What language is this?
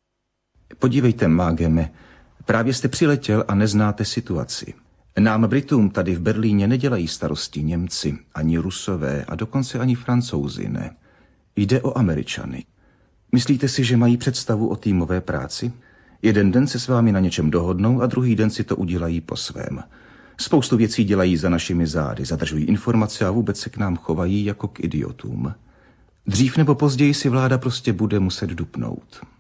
Czech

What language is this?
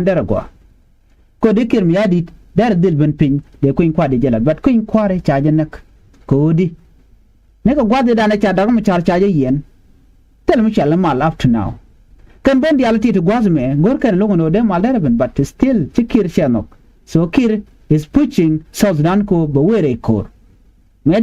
Nuer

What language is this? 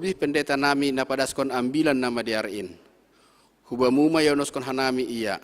Batak Simalungun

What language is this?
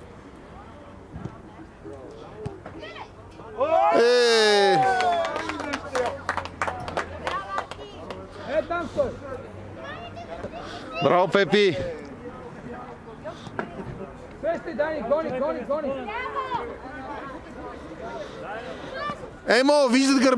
Bulgarian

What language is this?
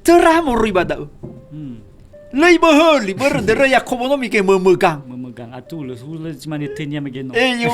Nias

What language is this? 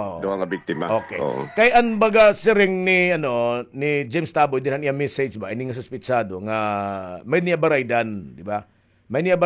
Waray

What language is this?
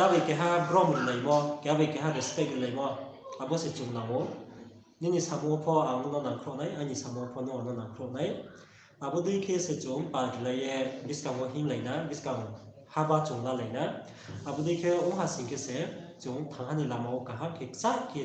Riang (India)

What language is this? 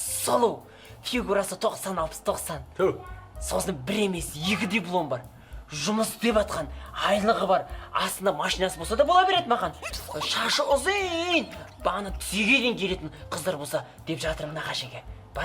Kazakh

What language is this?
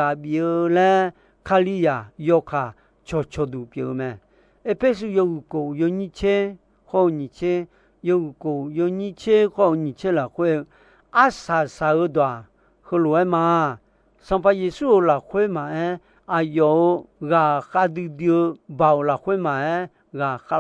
Akha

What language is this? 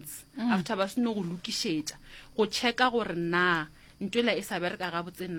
Northern Sotho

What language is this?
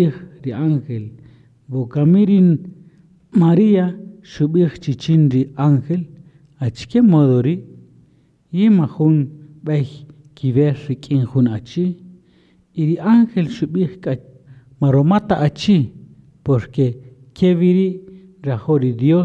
Kaqchikel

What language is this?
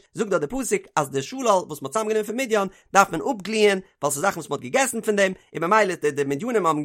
Yiddish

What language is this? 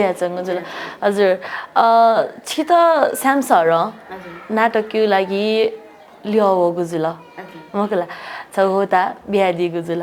Newari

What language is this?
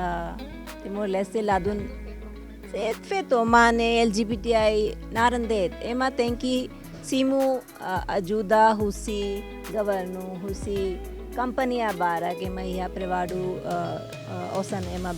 Tetum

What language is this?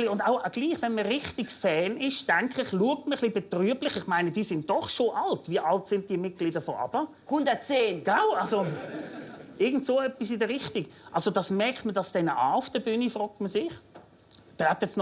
Swiss German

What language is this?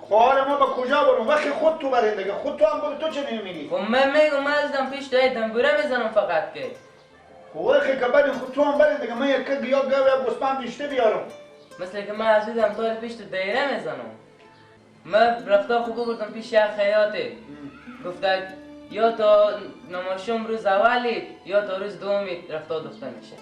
Persian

